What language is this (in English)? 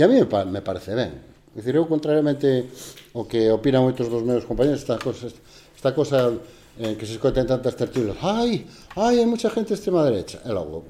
Galician